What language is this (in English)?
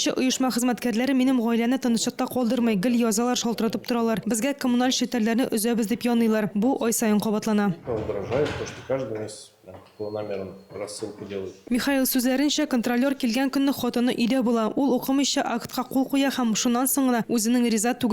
Tatar